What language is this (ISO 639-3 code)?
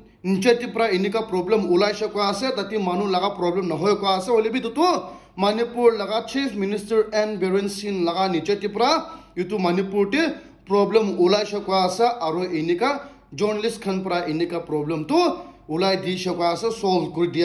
nag